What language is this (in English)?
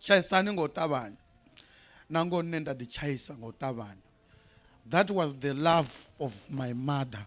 Venda